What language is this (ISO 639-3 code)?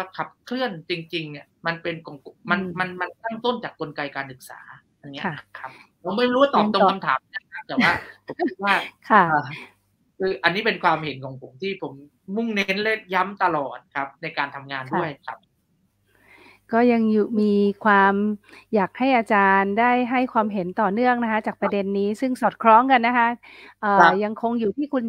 tha